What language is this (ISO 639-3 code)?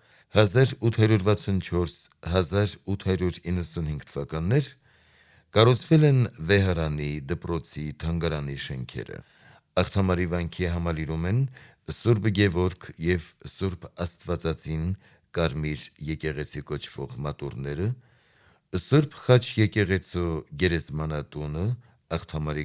hye